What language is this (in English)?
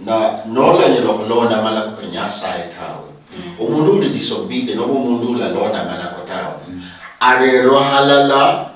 Luyia